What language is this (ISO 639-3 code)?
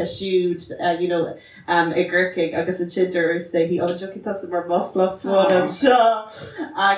gle